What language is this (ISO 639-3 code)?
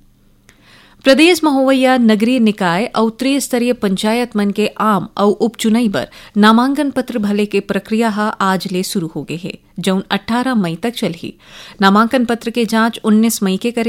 hne